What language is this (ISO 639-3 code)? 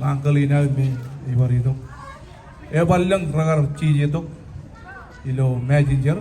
mah